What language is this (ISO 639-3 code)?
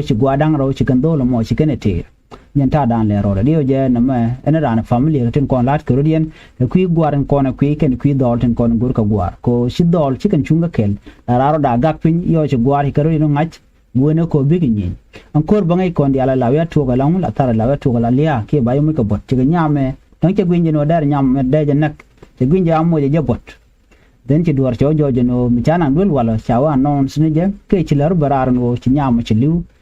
nus